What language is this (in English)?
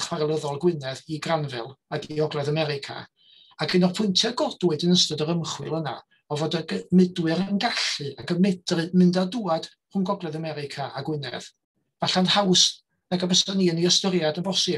Welsh